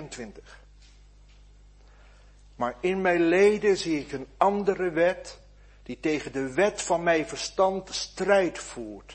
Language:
Dutch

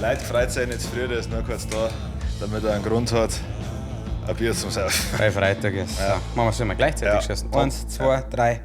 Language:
Bavarian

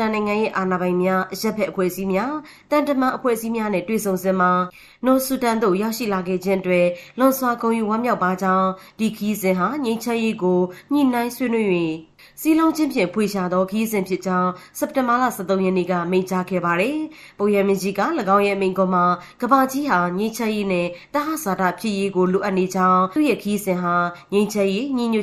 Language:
Burmese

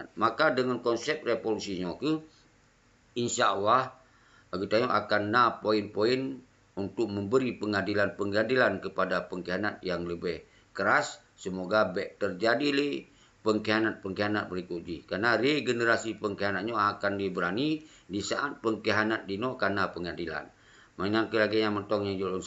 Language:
Achinese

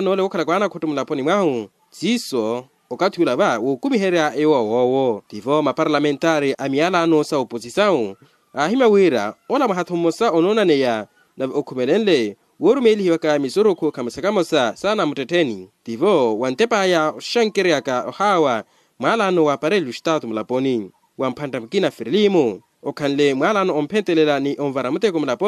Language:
Makhuwa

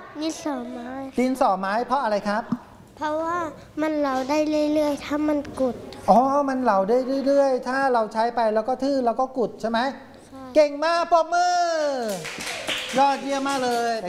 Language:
Thai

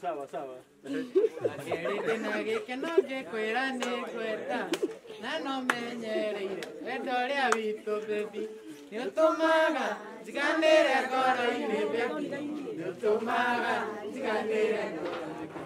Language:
Kikuyu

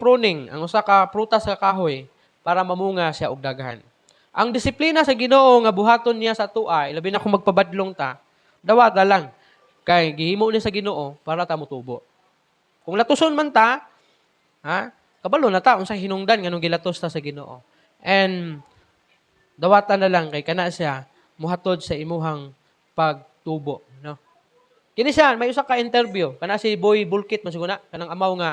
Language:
Cebuano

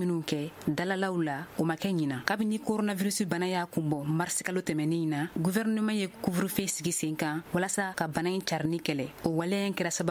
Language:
Bambara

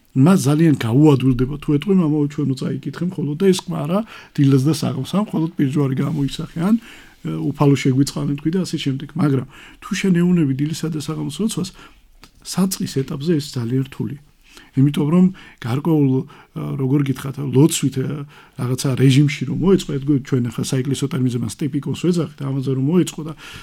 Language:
Georgian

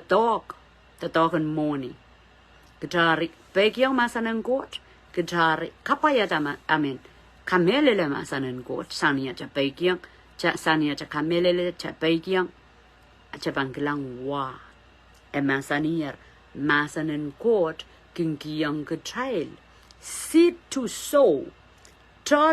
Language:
Pohnpeian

